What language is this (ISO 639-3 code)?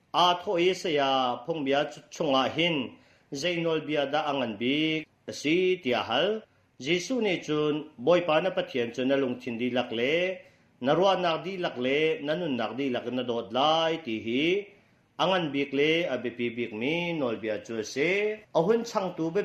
cnh